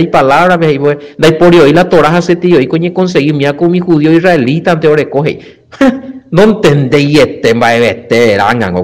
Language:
Guarani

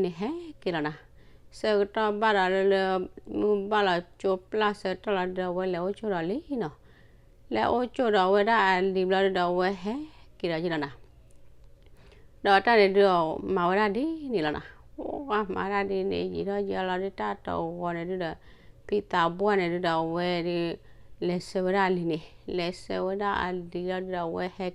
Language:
S'gaw Karen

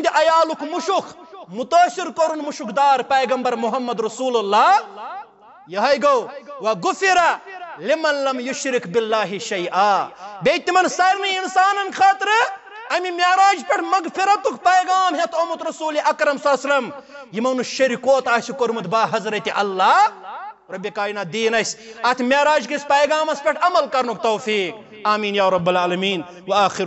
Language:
Kashmiri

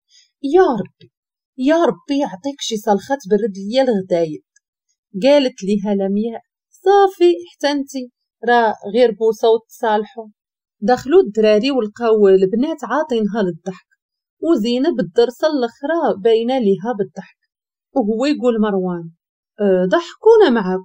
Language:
Moroccan Arabic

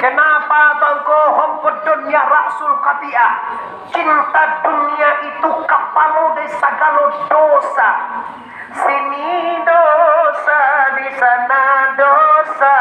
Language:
Minangkabau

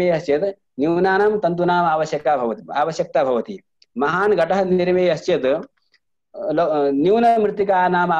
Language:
Sanskrit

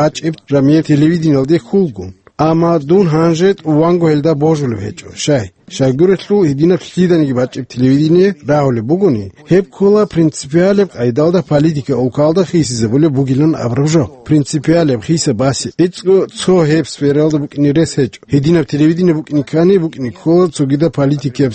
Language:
Avaric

